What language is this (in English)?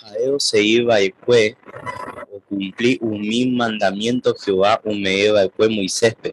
Guarani